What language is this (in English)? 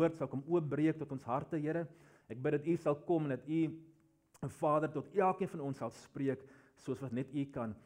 Afrikaans